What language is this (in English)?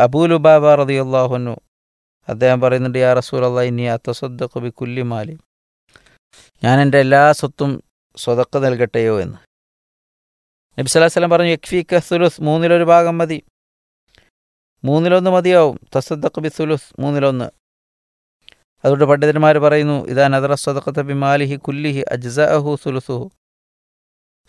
Malayalam